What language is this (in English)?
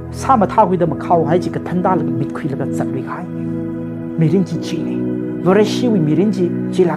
Tangkhul Naga (India)